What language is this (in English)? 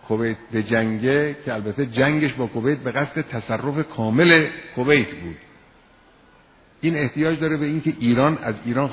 Persian